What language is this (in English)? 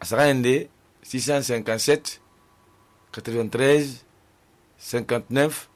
Susu